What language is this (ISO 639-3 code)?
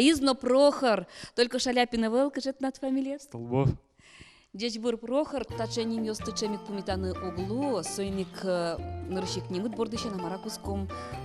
udm